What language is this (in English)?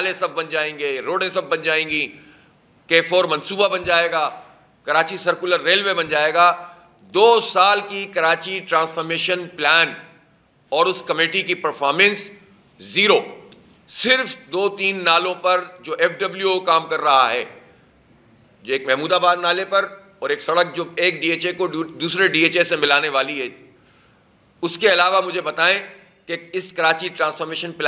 Urdu